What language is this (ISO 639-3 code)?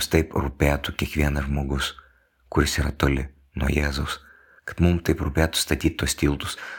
lit